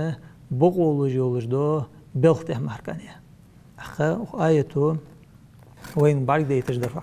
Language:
Ingush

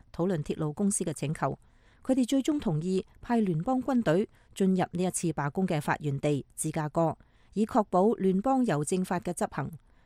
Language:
Cantonese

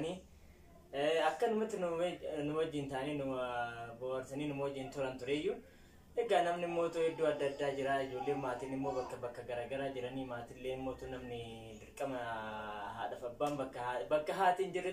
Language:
Oromo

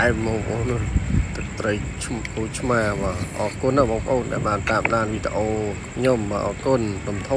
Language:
Khmer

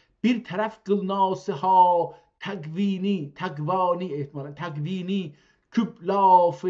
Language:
South Azerbaijani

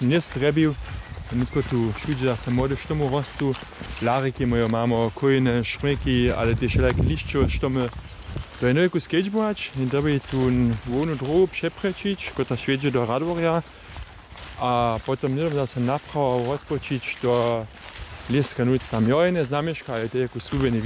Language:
Upper Sorbian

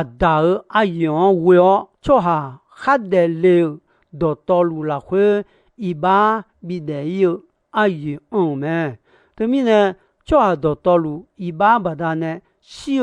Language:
Akha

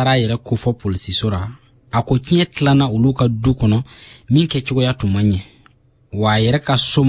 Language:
Bambara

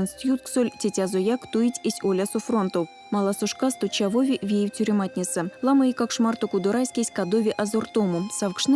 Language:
Erzya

